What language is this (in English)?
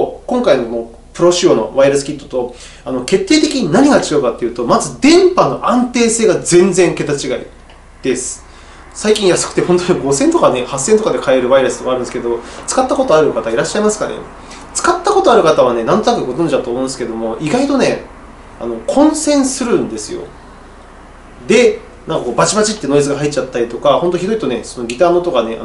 Japanese